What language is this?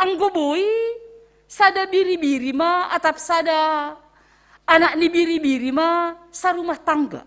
Batak Simalungun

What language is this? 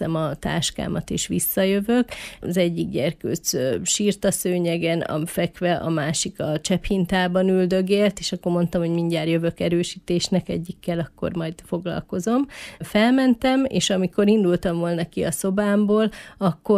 Hungarian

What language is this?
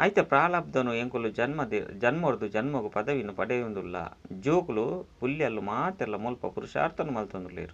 Tulu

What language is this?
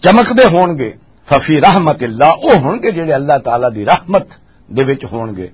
Western Panjabi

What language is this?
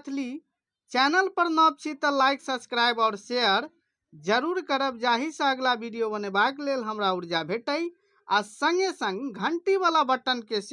Maithili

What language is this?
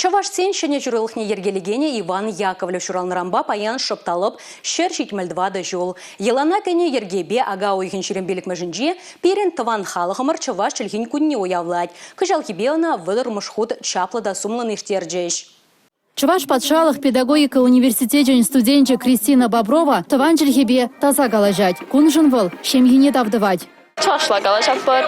Chuvash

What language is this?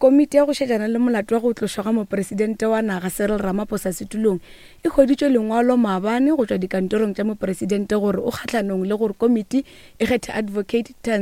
Northern Sotho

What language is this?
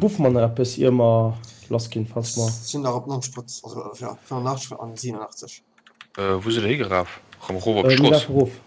Luxembourgish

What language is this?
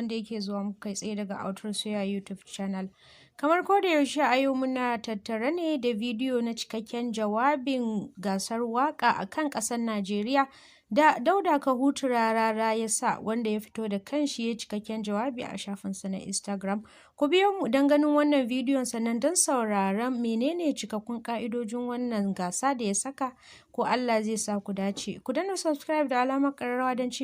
Hausa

